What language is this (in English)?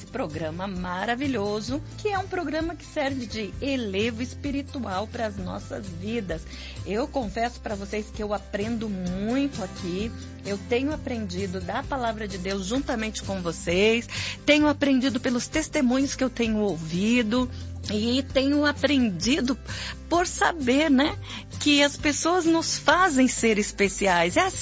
Portuguese